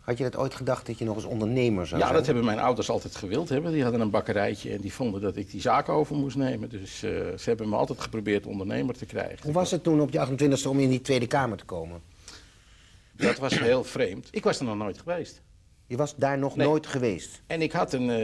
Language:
Dutch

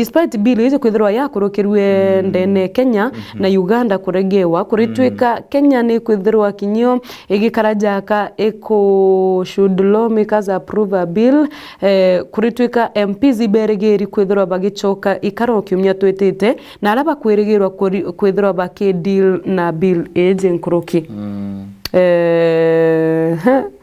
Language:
Meru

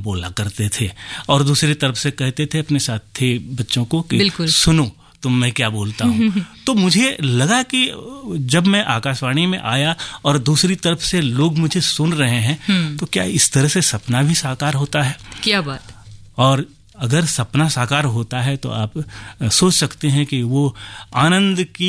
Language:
Hindi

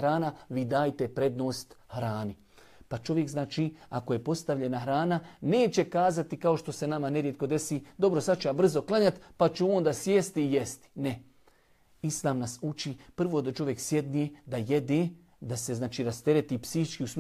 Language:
Bosnian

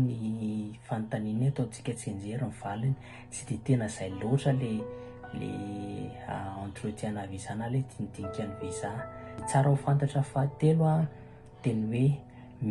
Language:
Malagasy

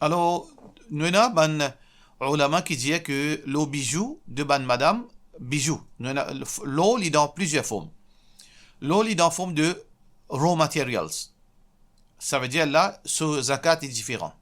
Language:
Morisyen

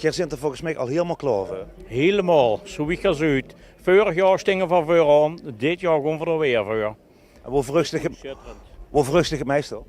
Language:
Limburgish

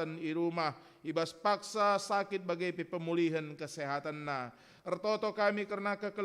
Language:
Batak Karo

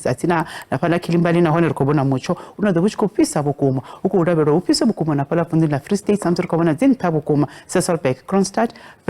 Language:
Venda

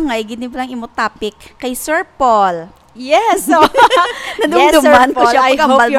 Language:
Hiligaynon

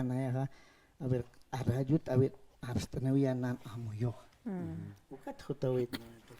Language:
Aymara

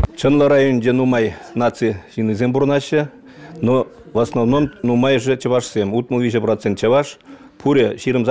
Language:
Chuvash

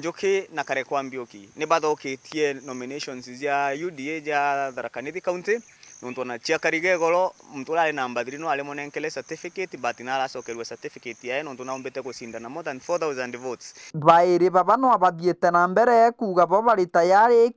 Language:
Meru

